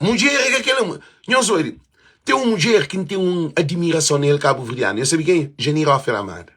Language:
Kabuverdianu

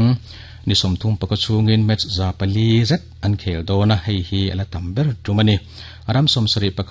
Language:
Mizo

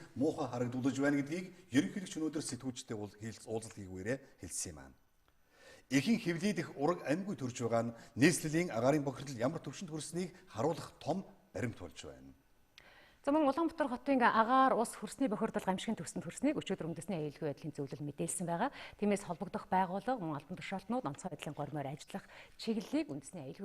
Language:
Mongolian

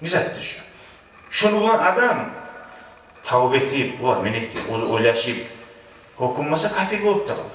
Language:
Kumyk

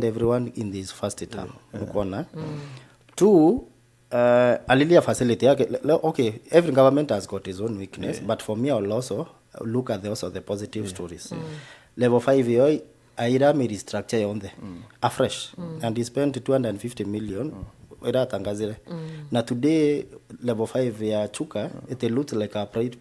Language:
Meru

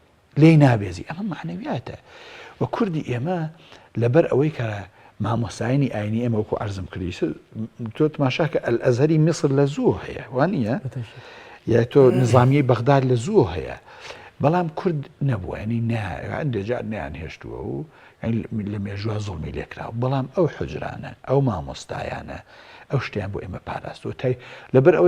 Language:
Central Kurdish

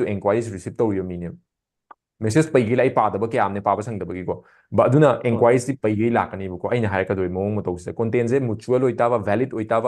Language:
Manipuri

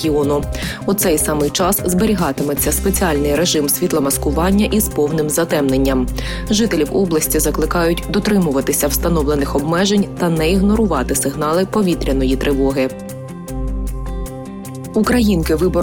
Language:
Ukrainian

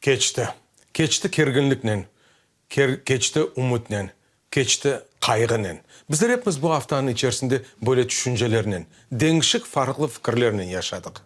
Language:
Crimean Tatar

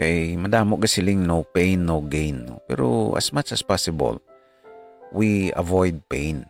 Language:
Hiligaynon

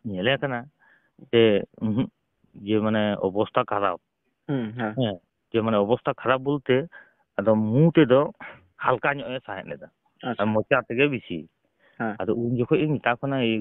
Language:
Santali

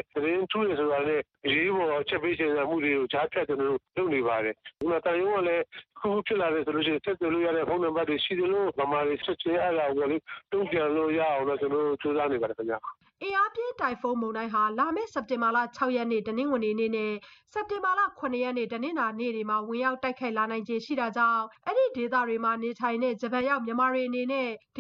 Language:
Burmese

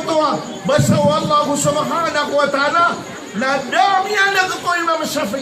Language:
Maranao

